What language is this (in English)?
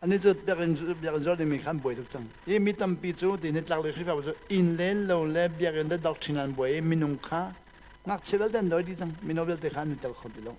Hakha Chin